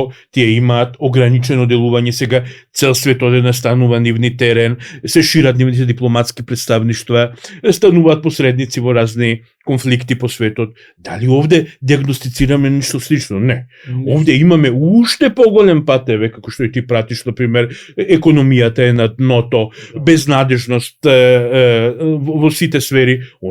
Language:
Macedonian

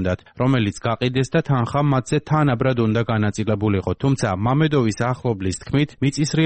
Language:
Georgian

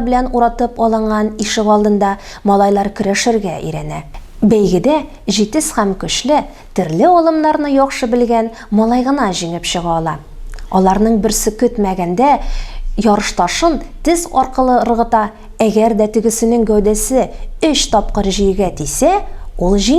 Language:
Tatar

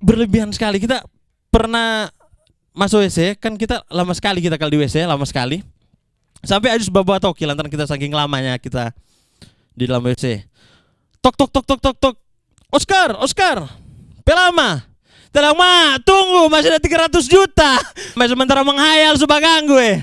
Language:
Manado Malay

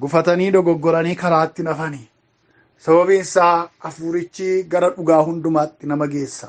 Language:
Oromo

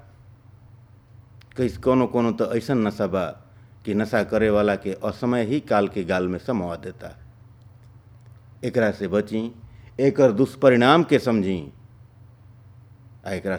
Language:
Bhojpuri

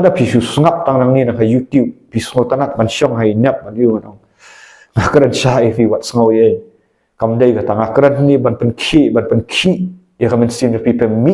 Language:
Khasi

